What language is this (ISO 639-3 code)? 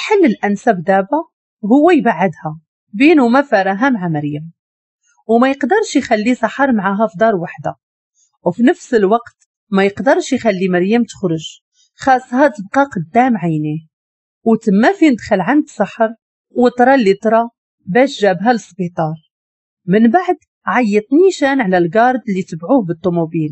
ary